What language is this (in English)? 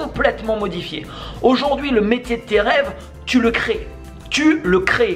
French